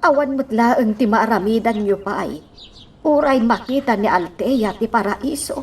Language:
Iloko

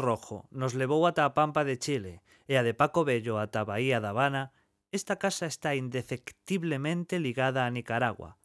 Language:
Galician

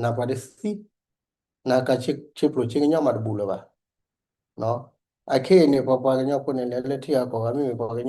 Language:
S'gaw Karen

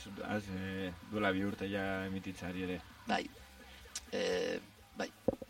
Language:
Basque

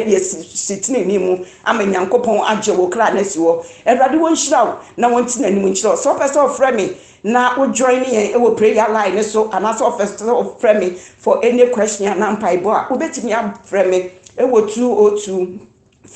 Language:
Akan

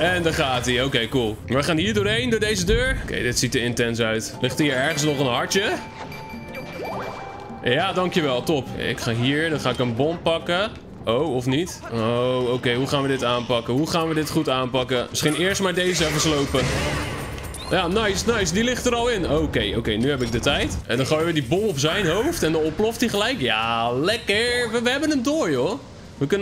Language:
Dutch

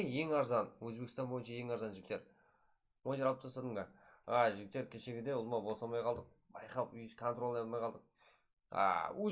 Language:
Kara-Kalpak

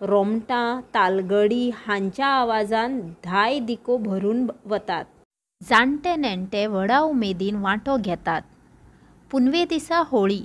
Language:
Konkani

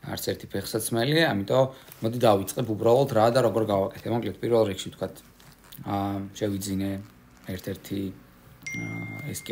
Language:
Georgian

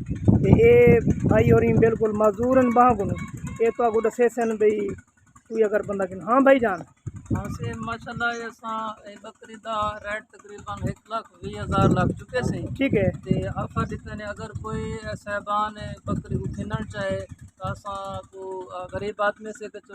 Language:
Saraiki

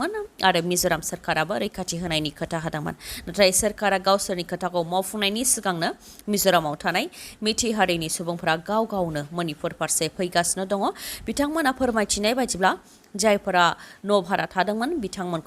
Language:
Bodo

